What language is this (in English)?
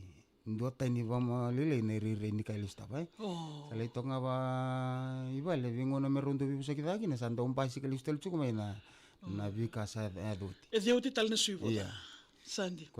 Fijian